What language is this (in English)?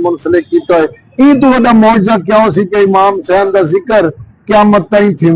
Saraiki